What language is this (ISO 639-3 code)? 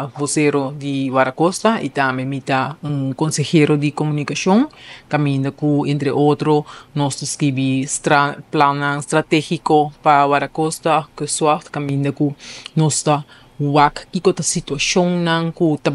pap